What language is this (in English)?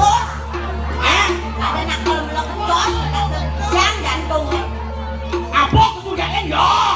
Balinese